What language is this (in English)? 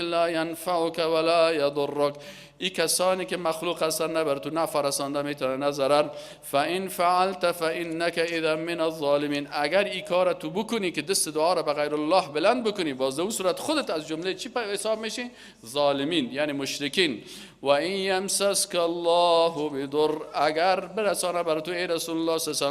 Persian